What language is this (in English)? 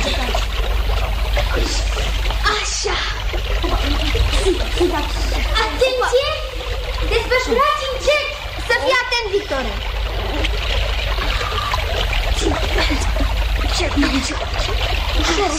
Romanian